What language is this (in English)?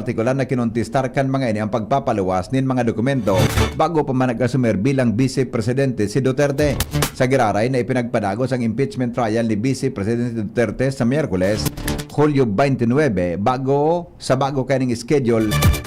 Bikol